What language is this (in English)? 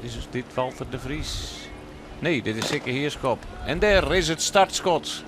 Western Frisian